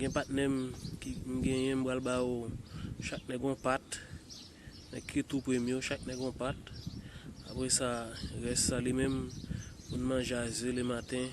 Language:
Haitian Creole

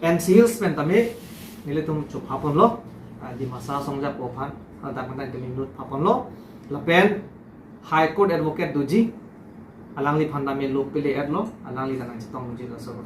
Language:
Karbi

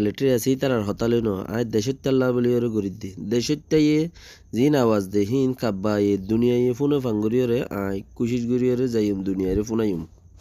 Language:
Rohingya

